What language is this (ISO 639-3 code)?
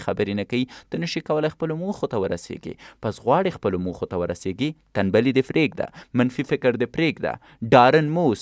pus